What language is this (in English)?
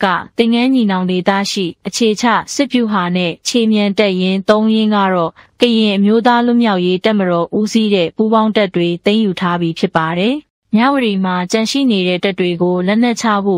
Burmese